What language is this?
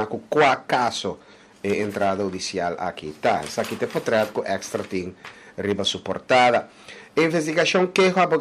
Papiamento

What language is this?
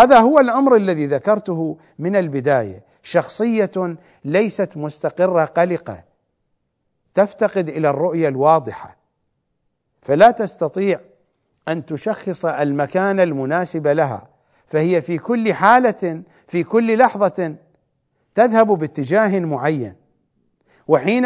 Arabic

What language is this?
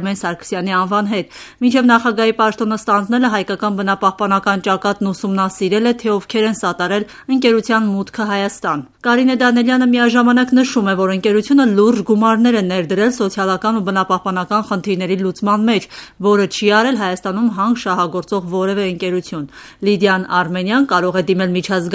Armenian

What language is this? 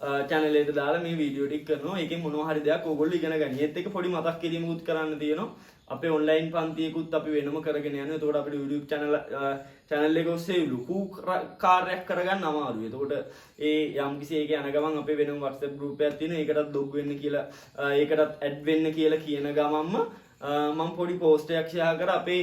Sinhala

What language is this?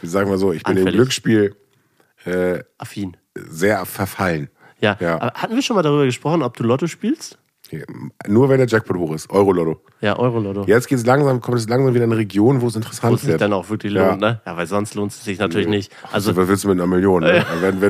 German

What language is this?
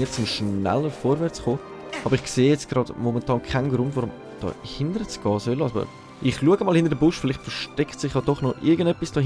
Swiss German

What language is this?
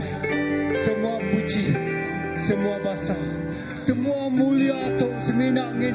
Iban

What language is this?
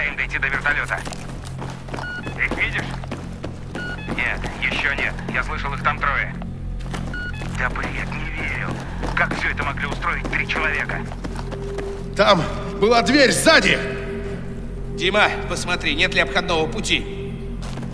Russian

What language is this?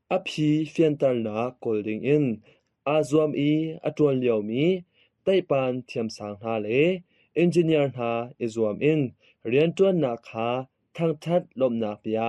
Hakha Chin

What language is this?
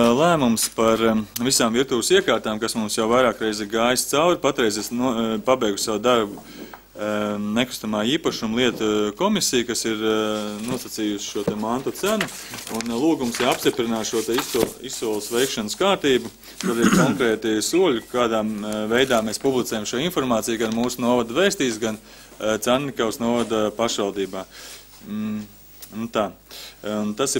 Latvian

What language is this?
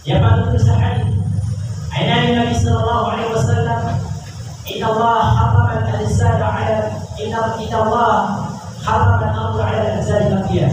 Maranao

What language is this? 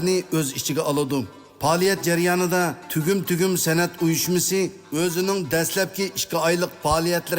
Uyghur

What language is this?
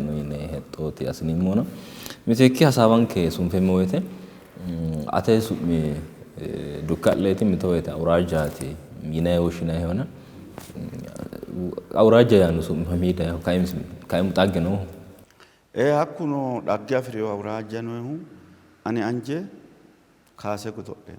Sidamo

